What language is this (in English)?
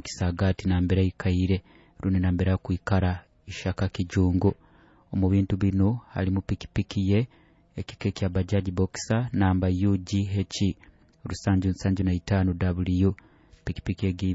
Nyoro